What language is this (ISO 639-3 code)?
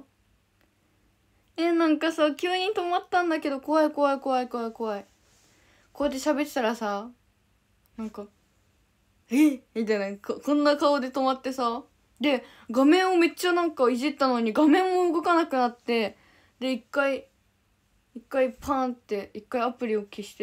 jpn